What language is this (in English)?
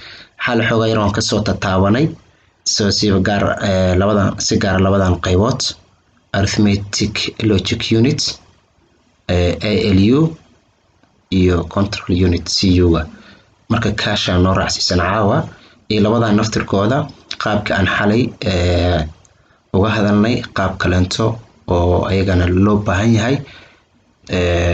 Somali